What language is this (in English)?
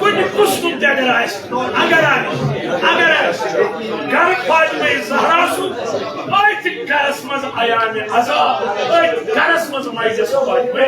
Kashmiri